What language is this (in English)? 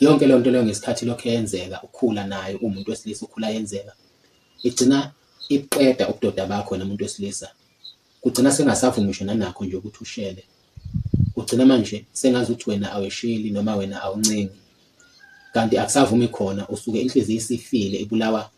Zulu